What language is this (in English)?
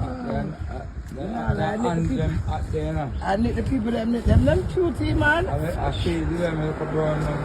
Jamaican Creole English